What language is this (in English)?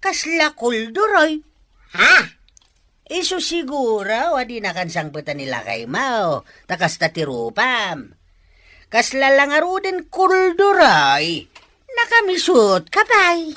Iloko